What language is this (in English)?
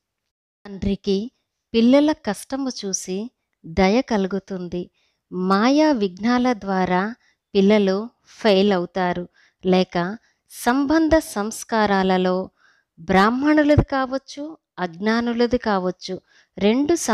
Telugu